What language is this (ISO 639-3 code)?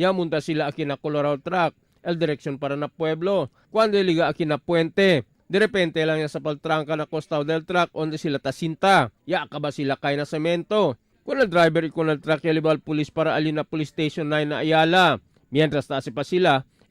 cbk